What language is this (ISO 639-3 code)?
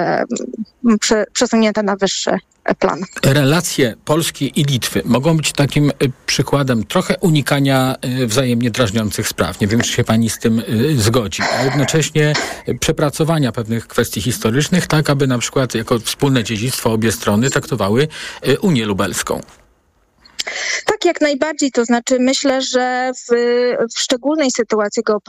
pol